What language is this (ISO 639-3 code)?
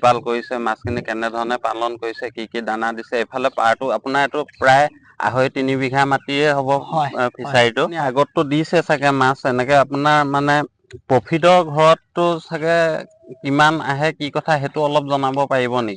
asm